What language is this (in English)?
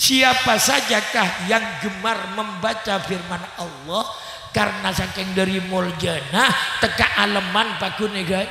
Madurese